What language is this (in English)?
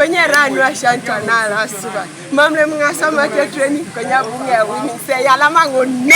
Teso